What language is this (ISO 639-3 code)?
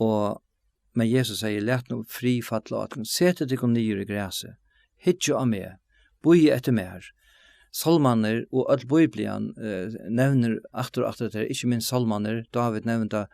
fao